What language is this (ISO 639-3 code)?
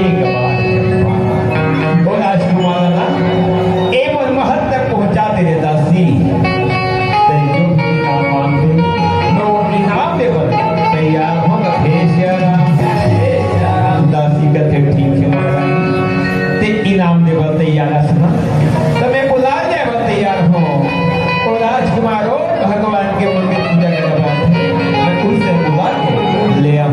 hne